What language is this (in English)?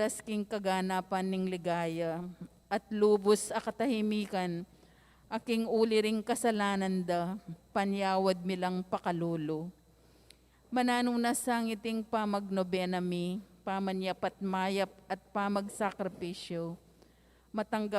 Pampanga